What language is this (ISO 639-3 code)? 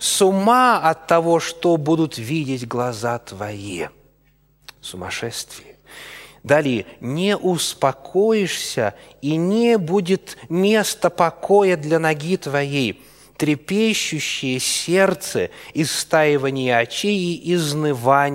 rus